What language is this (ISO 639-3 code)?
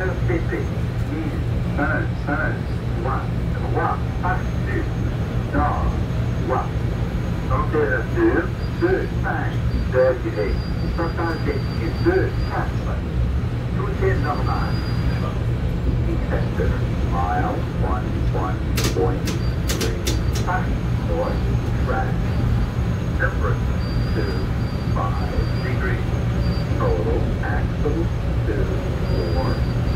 fra